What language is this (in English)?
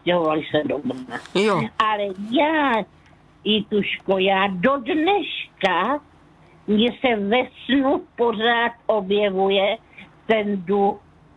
Czech